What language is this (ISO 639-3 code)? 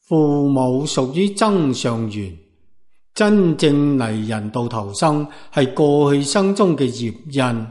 yue